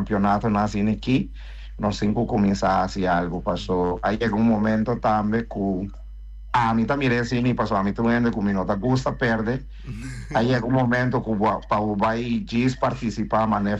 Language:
Papiamento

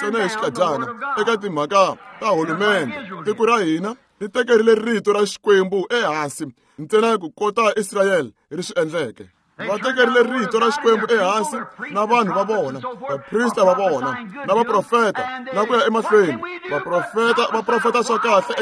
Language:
Tsonga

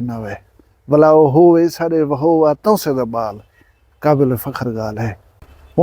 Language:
Saraiki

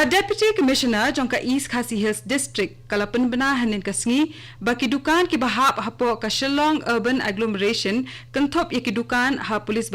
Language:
Khasi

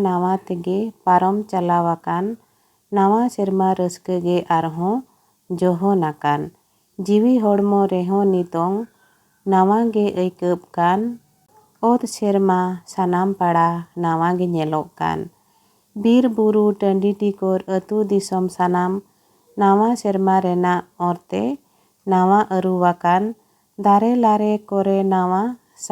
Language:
Santali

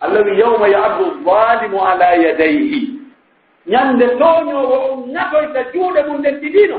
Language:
Pular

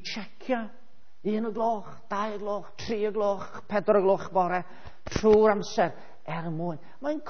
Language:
Welsh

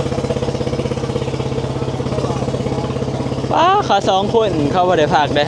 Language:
Northeastern Thai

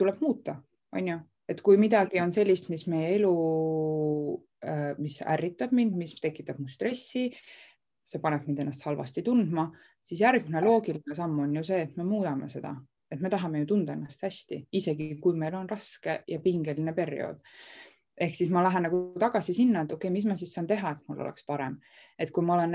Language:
Estonian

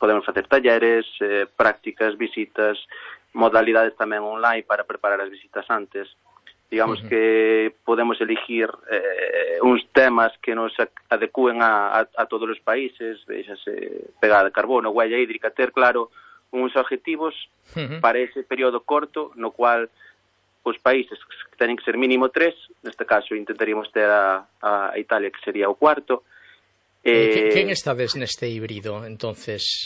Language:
Galician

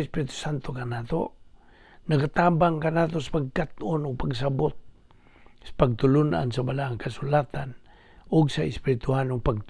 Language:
Cebuano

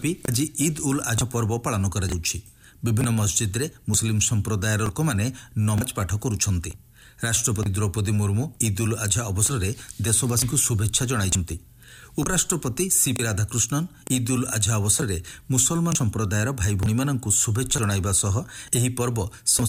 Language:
Odia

